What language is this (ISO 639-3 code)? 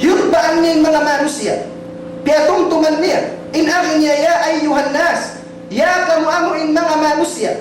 tsg